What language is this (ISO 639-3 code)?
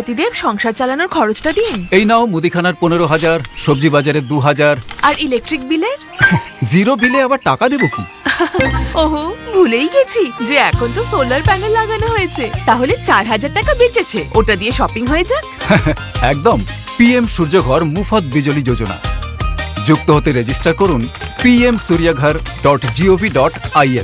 ben